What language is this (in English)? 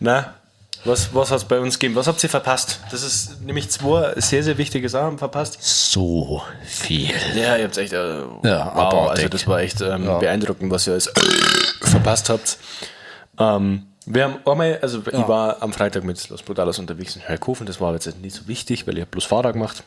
Bavarian